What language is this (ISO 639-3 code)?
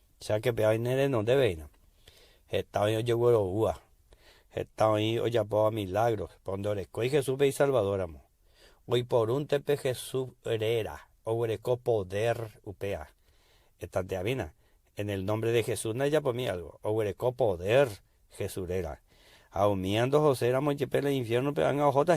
grn